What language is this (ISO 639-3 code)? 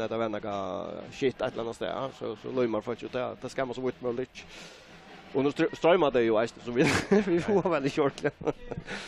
fao